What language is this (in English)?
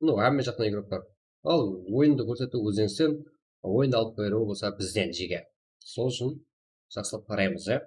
Kara-Kalpak